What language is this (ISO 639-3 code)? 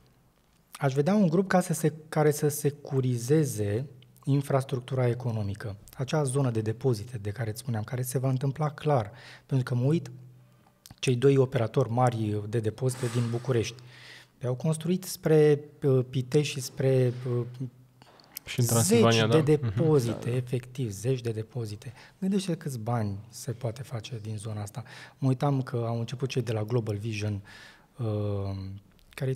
ron